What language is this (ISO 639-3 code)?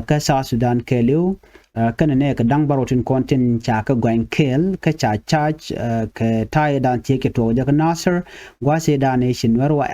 nus